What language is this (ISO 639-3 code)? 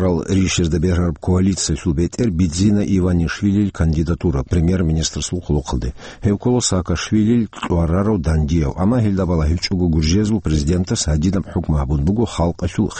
ava